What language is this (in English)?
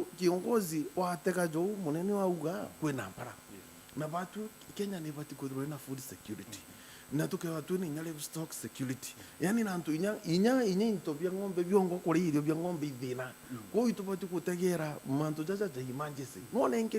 Meru